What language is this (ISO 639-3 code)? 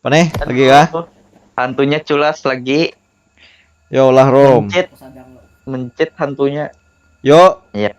bjn